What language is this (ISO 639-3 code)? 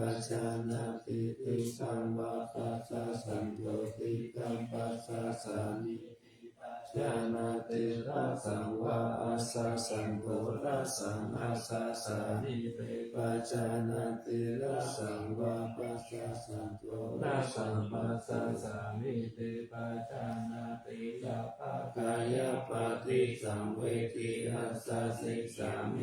pli